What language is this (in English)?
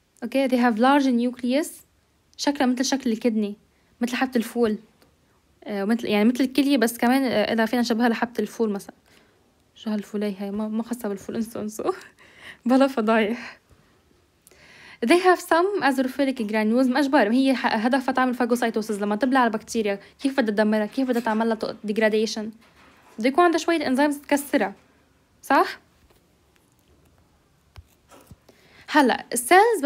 North Levantine Arabic